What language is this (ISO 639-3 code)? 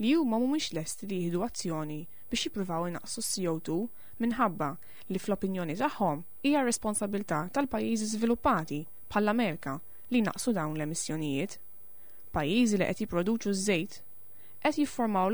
mlt